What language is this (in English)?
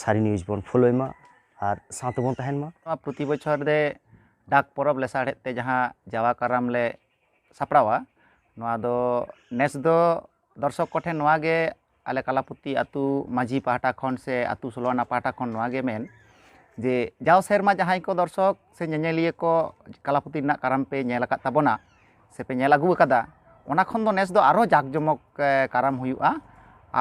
Santali